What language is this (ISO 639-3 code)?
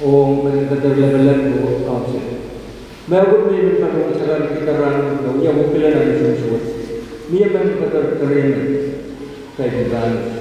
pon